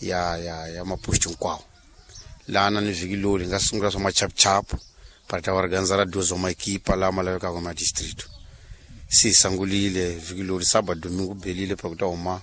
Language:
Tsonga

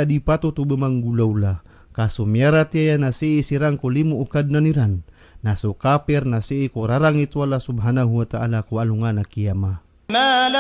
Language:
Maranao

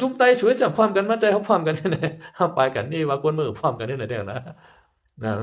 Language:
Shan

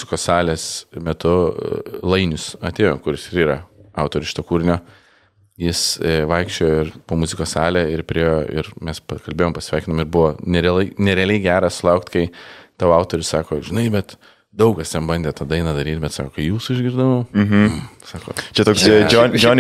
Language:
Lithuanian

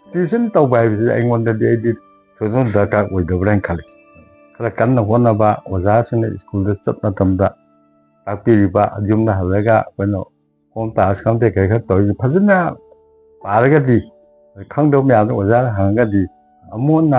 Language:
Manipuri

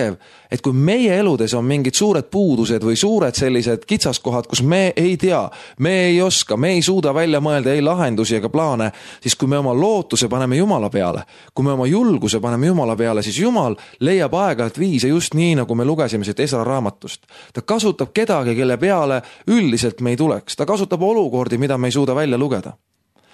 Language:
Estonian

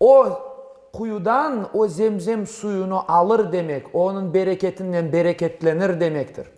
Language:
Crimean Tatar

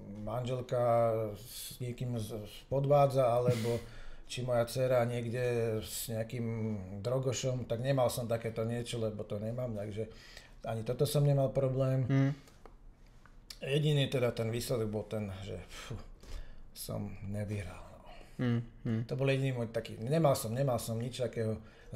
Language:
Slovak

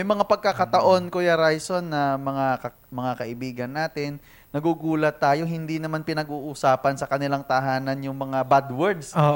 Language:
Filipino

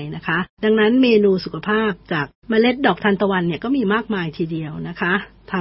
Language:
Thai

